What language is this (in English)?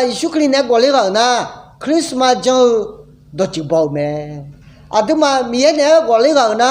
Akha